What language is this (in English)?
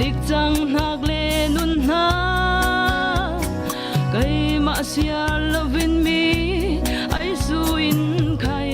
Falam Chin